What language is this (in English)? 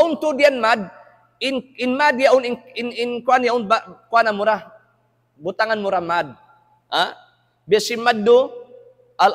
Tausug